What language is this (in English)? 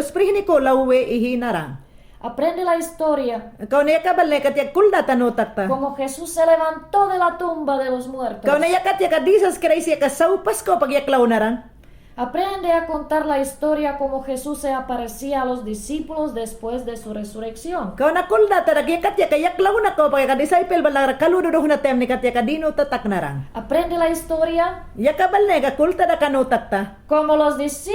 Mayangna